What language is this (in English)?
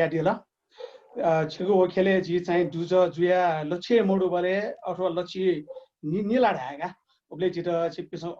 Newari